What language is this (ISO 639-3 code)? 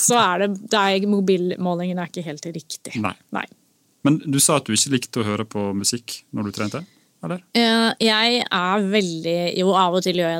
nor